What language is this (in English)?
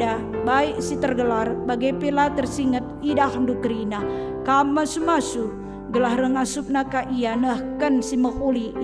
Batak Karo